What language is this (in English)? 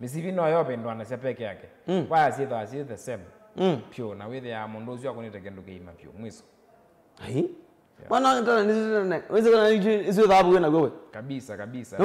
Kamba